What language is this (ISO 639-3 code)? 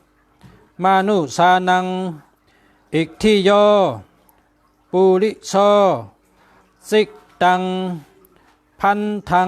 shn